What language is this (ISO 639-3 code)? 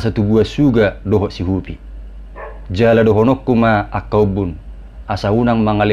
bbc